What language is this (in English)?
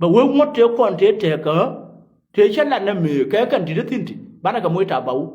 Nuer